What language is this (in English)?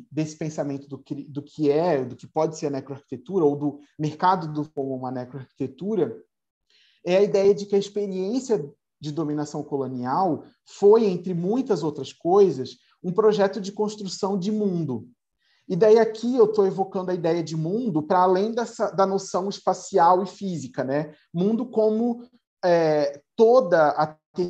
Portuguese